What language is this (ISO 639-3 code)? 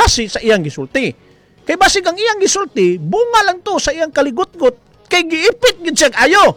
ceb